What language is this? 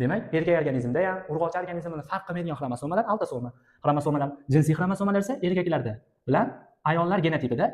Uzbek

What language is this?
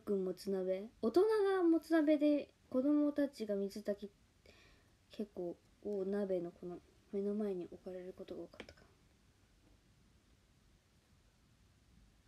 Japanese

